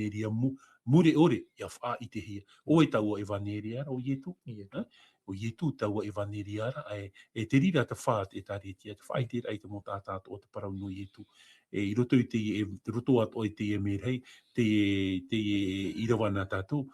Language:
Tahitian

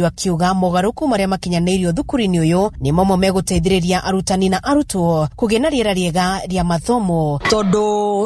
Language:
Kikuyu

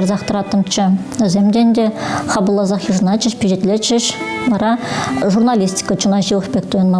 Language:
Chuvash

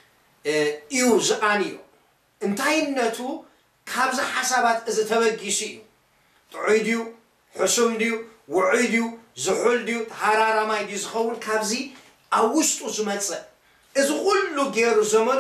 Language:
Tigrinya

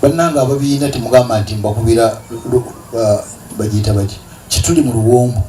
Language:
Ganda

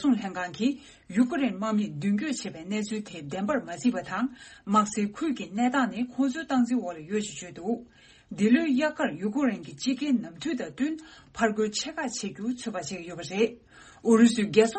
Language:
Tibetan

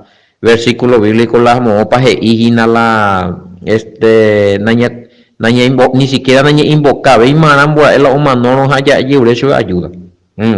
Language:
Guarani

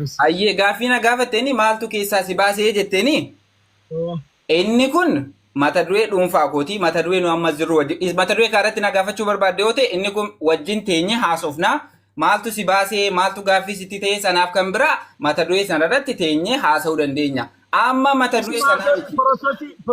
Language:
Oromo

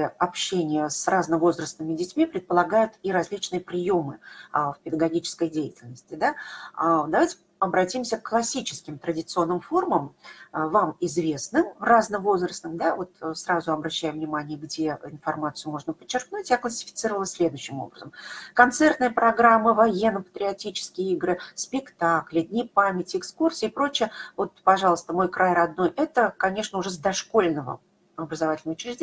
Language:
Russian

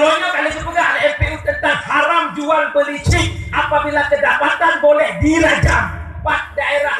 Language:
Achinese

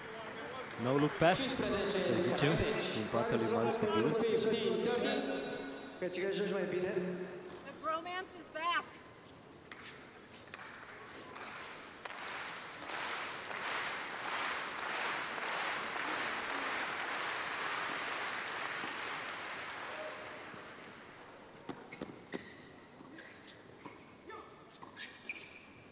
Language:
Romanian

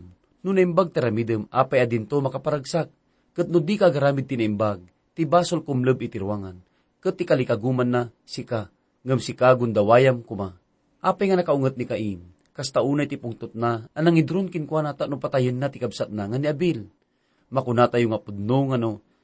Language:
Iloko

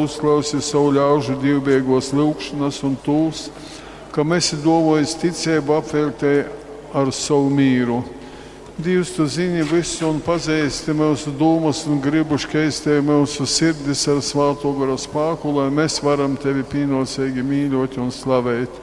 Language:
Latgalian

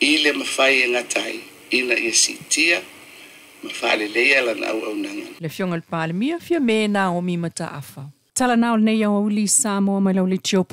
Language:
Samoan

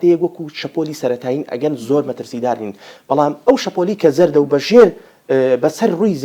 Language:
Central Kurdish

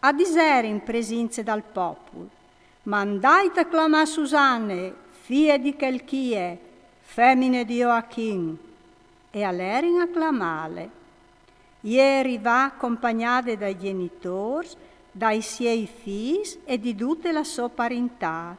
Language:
Friulian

